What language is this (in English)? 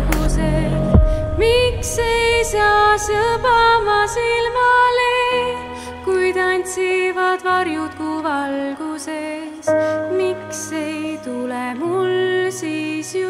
Estonian